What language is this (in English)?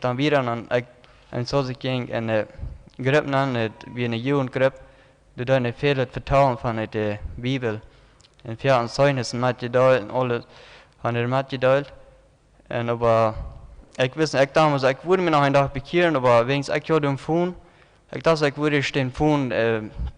Plautdietsch